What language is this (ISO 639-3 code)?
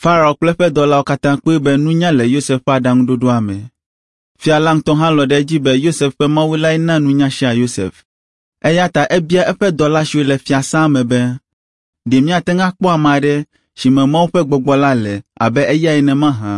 ewe